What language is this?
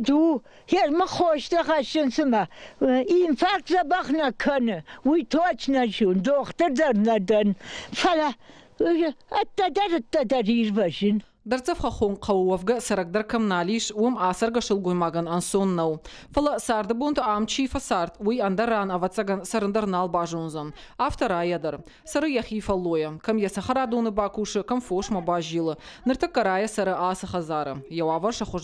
Ossetic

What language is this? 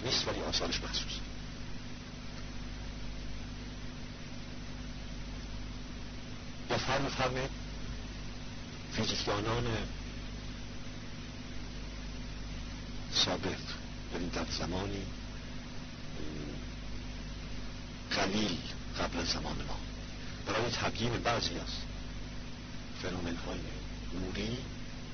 Persian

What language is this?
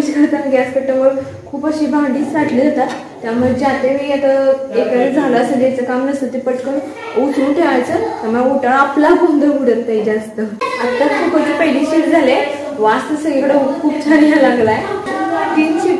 Marathi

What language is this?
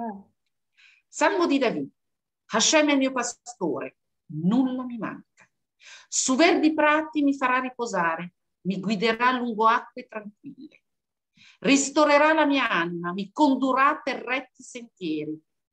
Italian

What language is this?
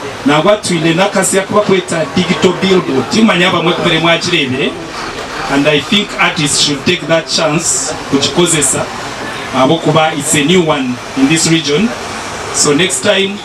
Nyankole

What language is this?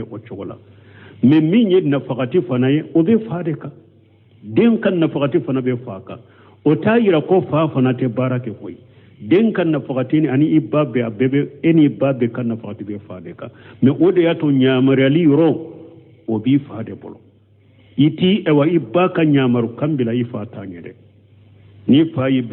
Bambara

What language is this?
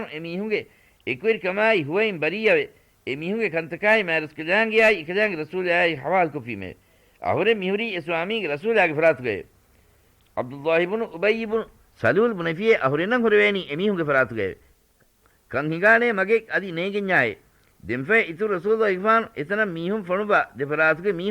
Divehi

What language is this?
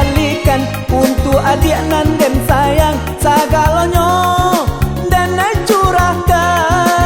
Minangkabau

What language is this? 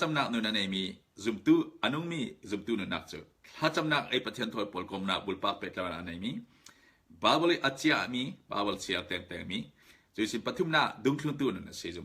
Falam Chin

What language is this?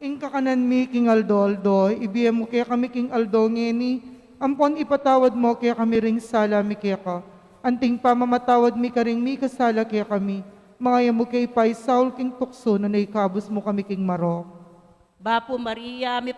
Pampanga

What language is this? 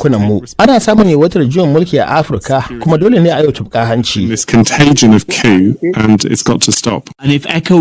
Hausa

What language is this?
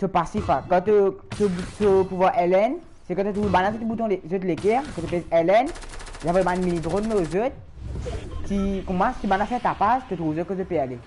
Morisyen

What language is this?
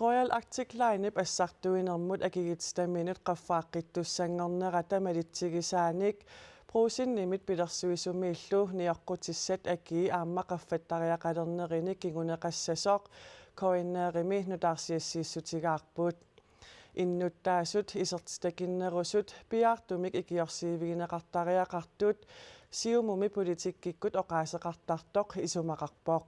Kalaallisut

